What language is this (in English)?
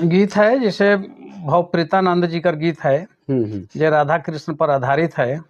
Sadri